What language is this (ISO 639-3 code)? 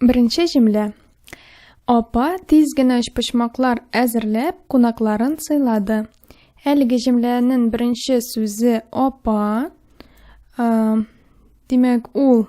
tat